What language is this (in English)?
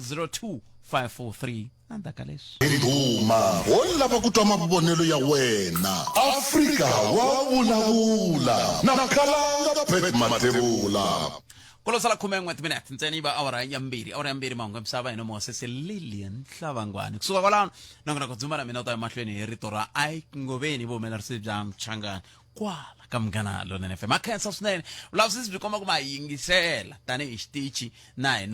Tsonga